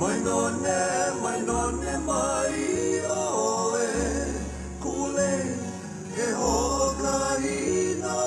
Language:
Hawaiian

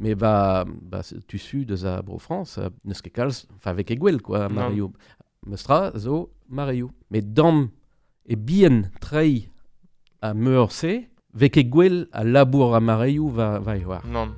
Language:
Breton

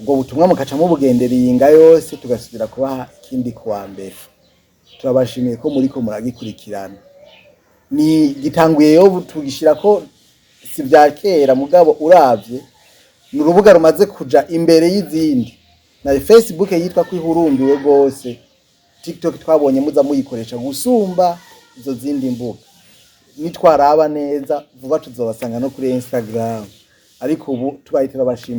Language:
Rundi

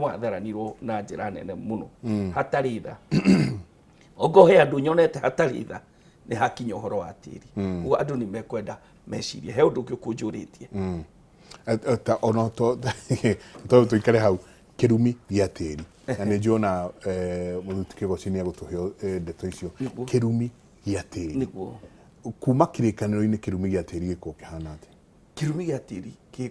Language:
Kikuyu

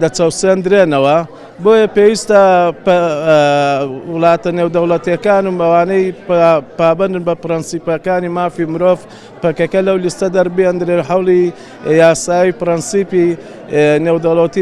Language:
Central Kurdish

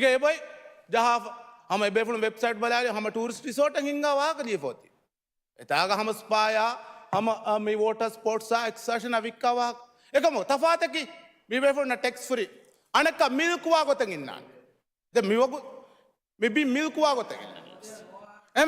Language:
Divehi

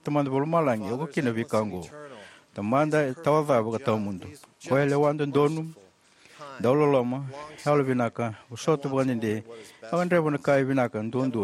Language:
Fijian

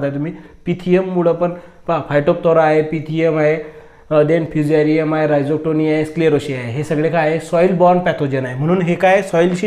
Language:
Marathi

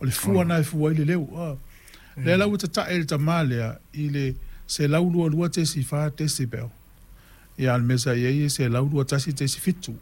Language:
Samoan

